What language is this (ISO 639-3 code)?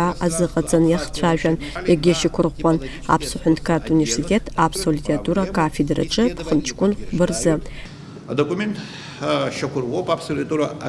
abk